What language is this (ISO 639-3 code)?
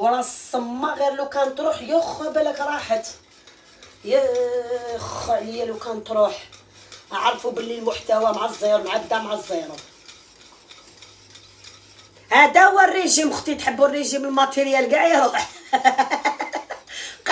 arq